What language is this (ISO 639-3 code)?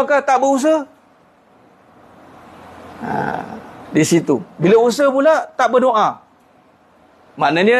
msa